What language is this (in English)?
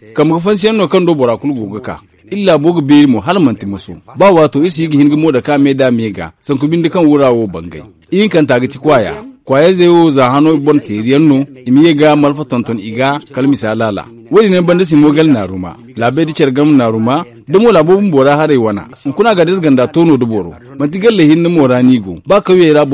Zarma